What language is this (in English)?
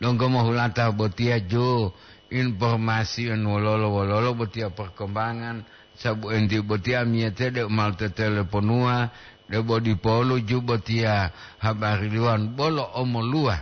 Gorontalo